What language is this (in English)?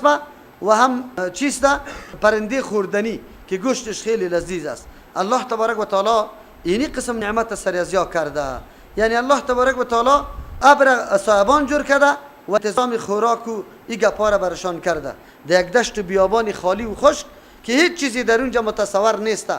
Persian